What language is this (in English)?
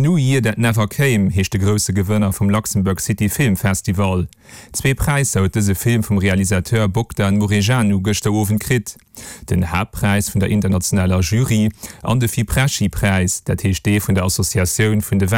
Luxembourgish